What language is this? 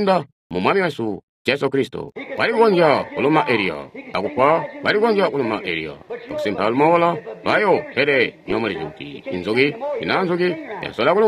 Tonga (Zambia)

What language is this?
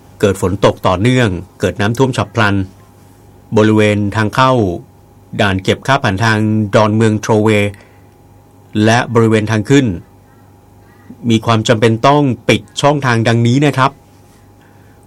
Thai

